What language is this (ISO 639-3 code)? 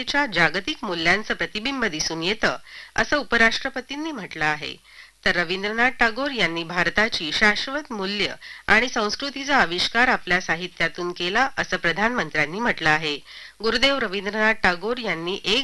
mar